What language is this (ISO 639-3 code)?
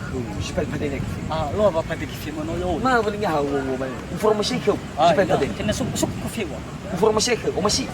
nia